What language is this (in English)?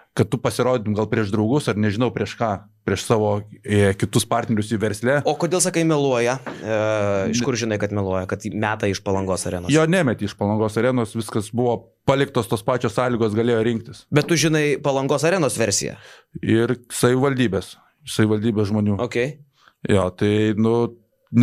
Lithuanian